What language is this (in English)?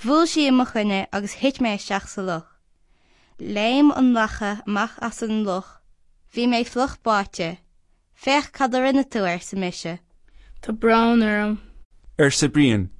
Irish